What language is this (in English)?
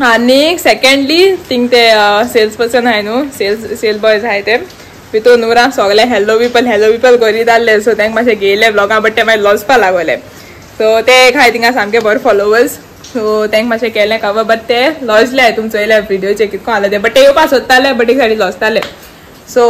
Konkani